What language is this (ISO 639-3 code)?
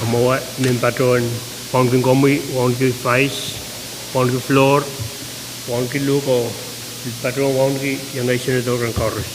pon